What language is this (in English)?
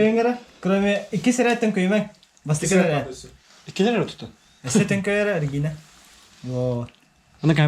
Yakut